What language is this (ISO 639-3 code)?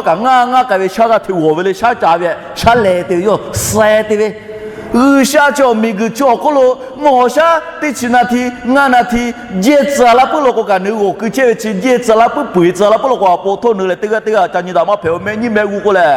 lhu